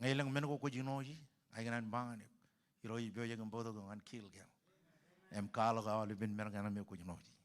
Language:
Marshallese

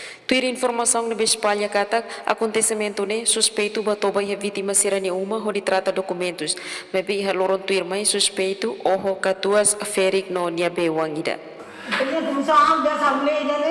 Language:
Tetum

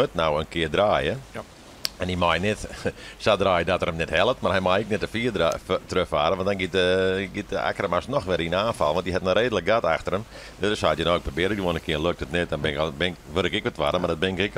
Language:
Western Frisian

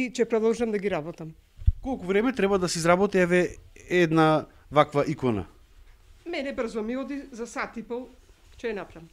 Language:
Macedonian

